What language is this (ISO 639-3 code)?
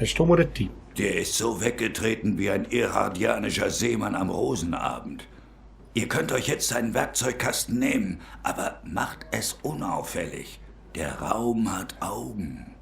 gsw